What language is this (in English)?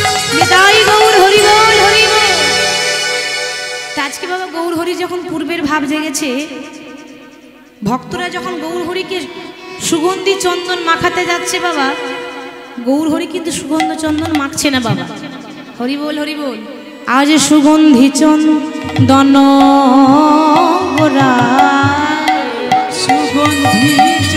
Bangla